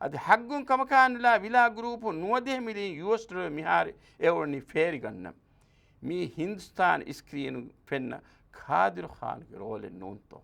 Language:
Divehi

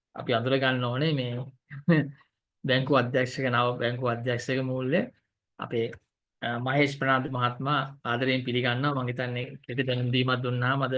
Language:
Sinhala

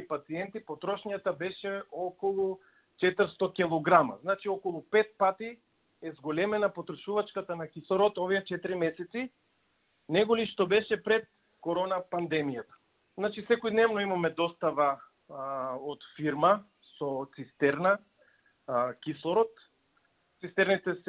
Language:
Macedonian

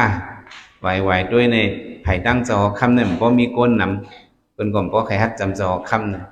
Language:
Shan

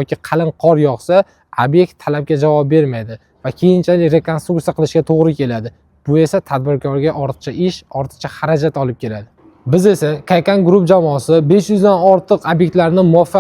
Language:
Uzbek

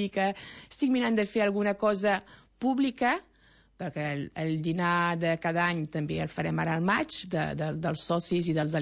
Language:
Catalan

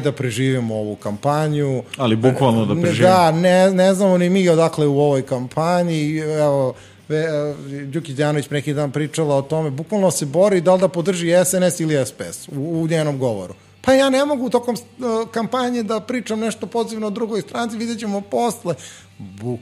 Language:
Serbian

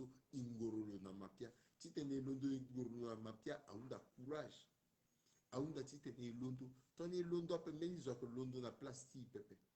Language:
Sango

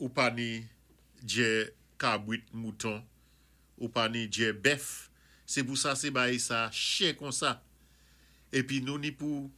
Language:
Saint Lucian Creole French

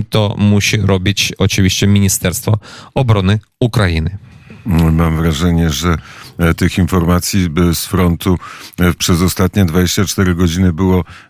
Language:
Polish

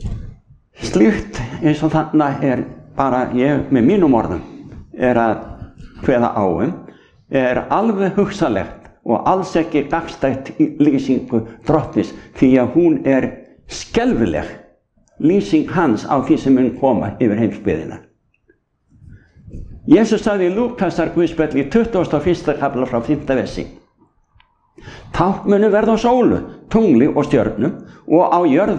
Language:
Icelandic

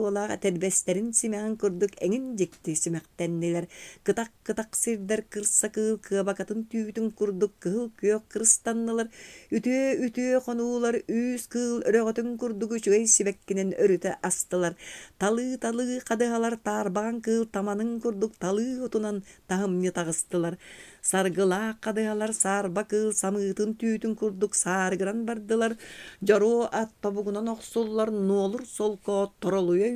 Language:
Yakut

